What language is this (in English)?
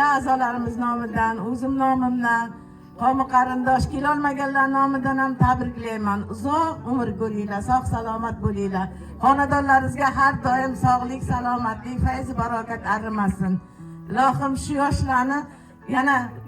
Uzbek